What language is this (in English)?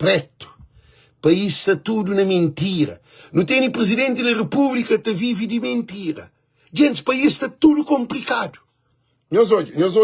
Kabuverdianu